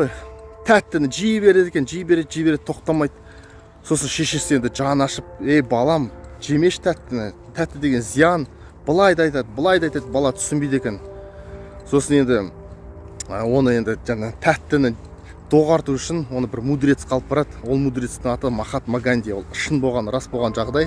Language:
Kazakh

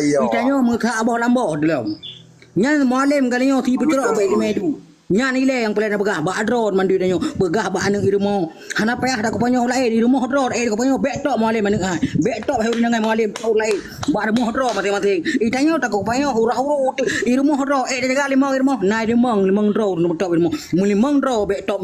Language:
Achinese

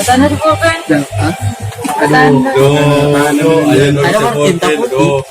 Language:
Manado Malay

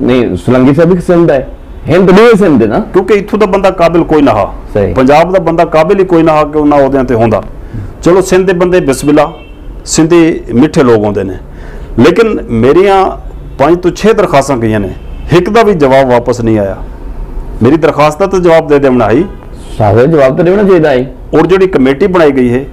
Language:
Saraiki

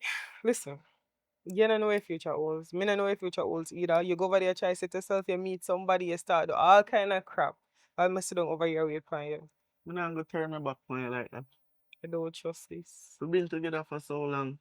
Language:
Jamaican Creole English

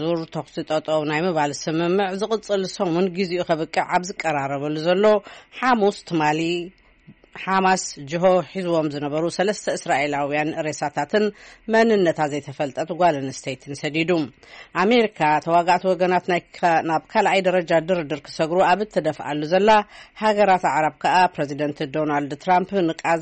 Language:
Tigrinya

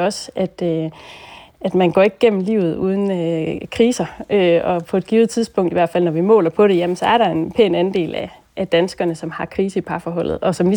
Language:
Danish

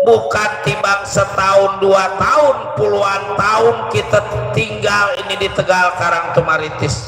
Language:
Betawi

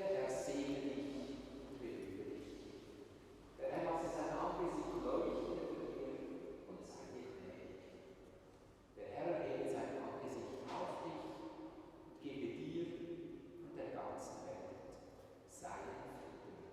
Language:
Swiss German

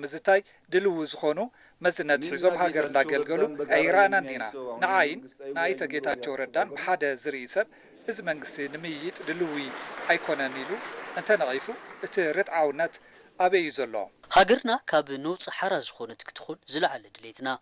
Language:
Tigrinya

